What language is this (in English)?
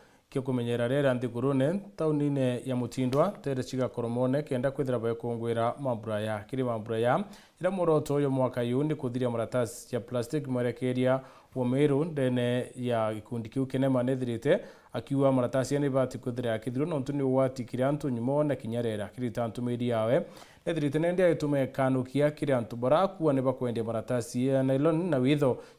Meru